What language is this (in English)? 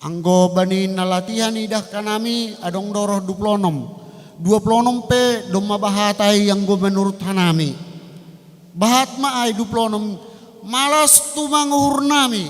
Batak Simalungun